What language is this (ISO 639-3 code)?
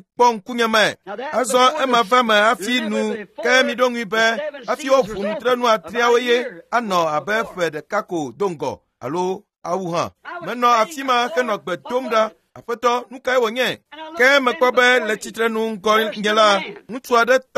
ewe